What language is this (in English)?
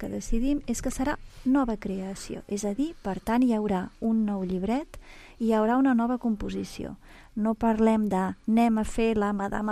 Catalan